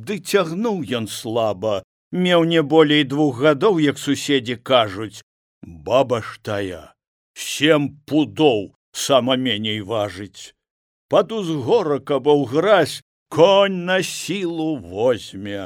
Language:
Belarusian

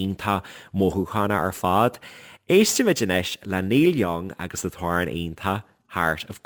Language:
Irish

